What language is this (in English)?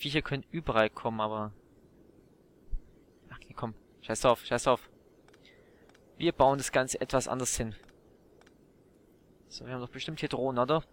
German